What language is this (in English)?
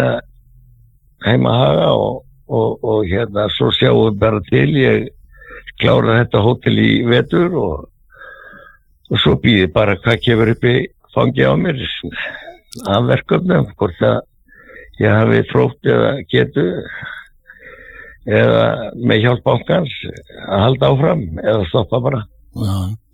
Icelandic